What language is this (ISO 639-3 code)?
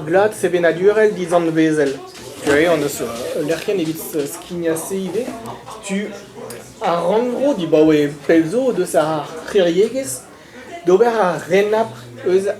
bre